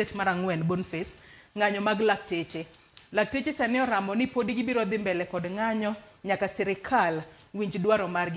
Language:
Luo (Kenya and Tanzania)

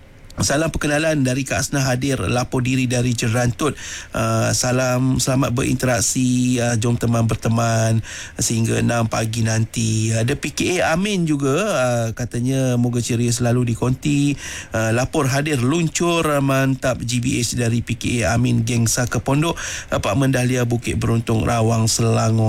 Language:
Malay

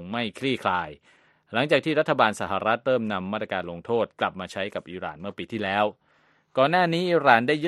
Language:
Thai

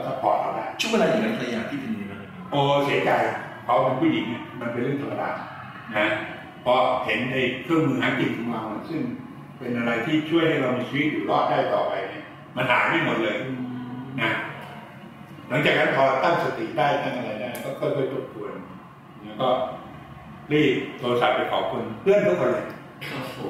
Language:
Thai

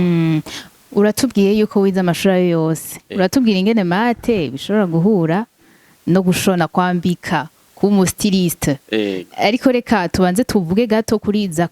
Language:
Rundi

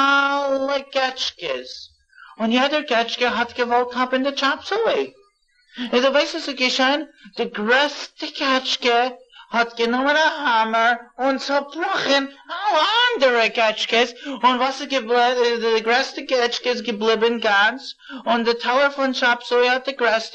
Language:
Yiddish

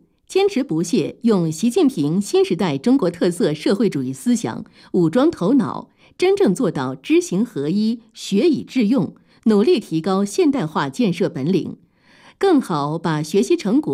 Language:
Chinese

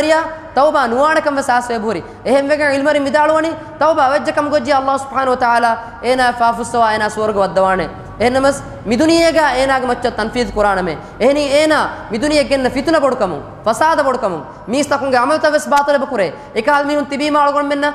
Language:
Divehi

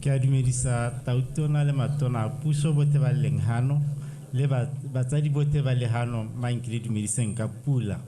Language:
Tswana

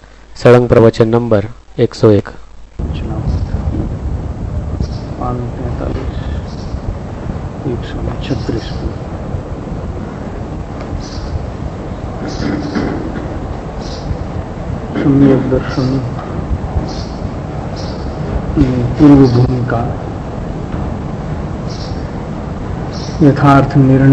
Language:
Gujarati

